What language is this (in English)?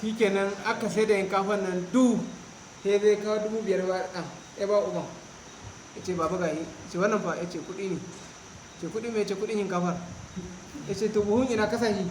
Hausa